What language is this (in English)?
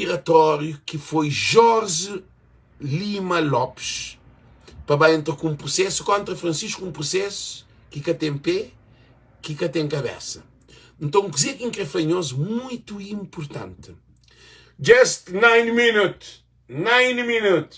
Kabuverdianu